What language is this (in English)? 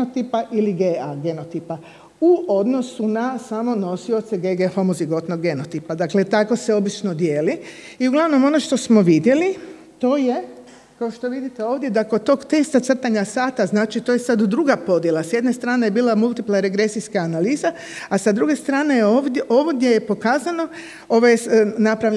Croatian